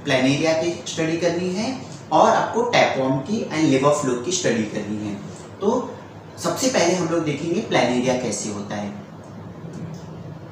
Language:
Hindi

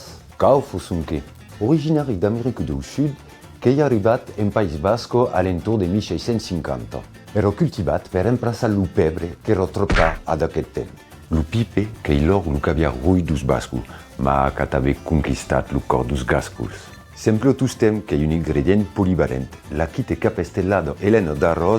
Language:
Occitan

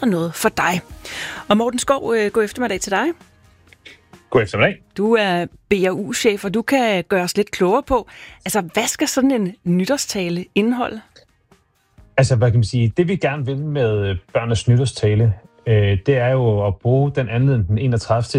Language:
Danish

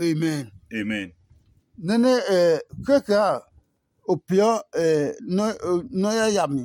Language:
Adangme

